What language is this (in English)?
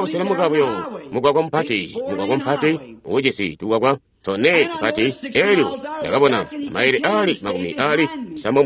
Tonga (Zambia)